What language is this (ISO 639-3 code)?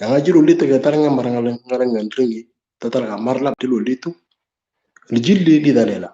mor